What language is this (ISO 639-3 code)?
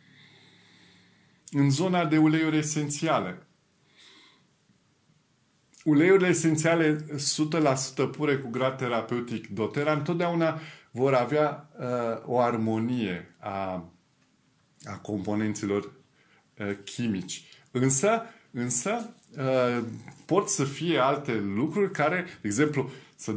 ron